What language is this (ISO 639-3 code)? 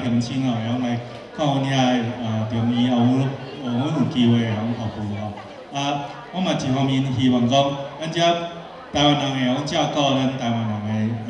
nan